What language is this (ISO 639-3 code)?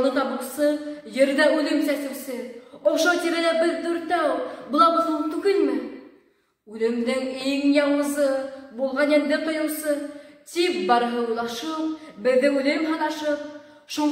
bak